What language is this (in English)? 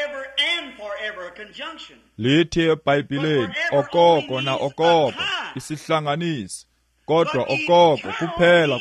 Xhosa